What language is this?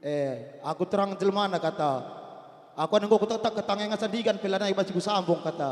Batak Karo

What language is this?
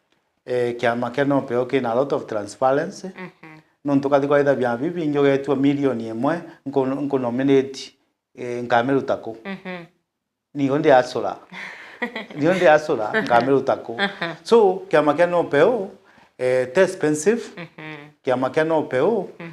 Meru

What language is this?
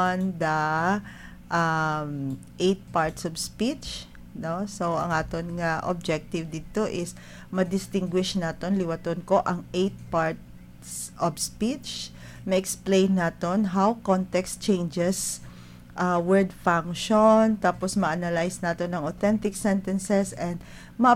Hiligaynon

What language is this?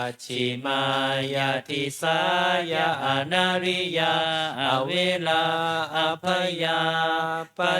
Pali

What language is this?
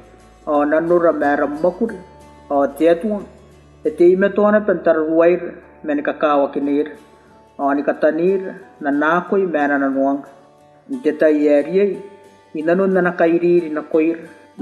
Gilbertese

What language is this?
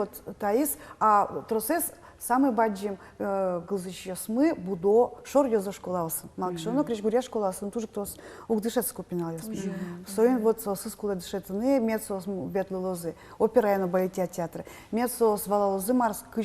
Udmurt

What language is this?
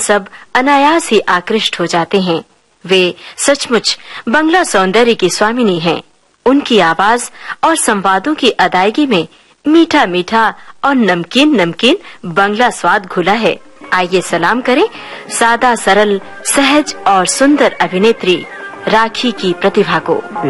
Hindi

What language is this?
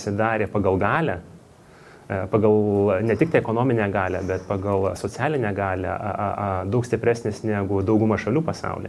Lithuanian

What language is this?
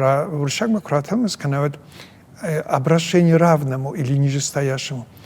Ossetic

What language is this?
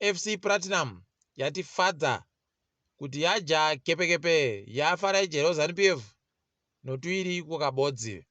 Ndau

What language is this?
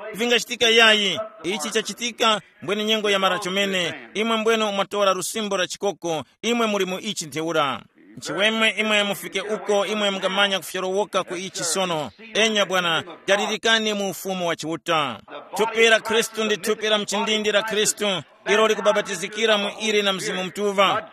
Tumbuka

